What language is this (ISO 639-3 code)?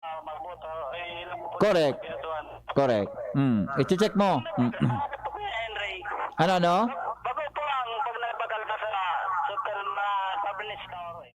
bik